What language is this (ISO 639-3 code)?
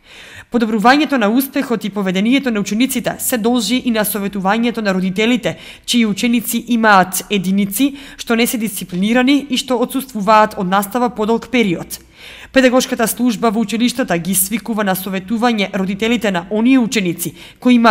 mkd